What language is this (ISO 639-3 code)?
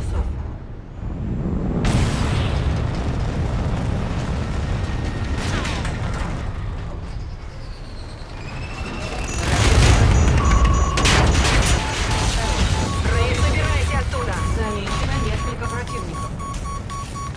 rus